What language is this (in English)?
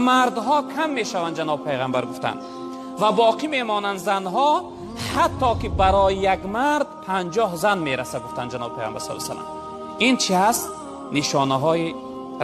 Tajik